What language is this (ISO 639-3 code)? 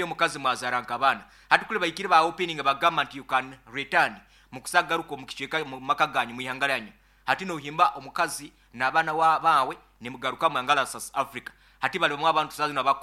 nyn